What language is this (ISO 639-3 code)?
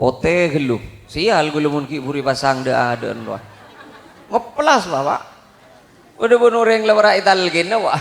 mad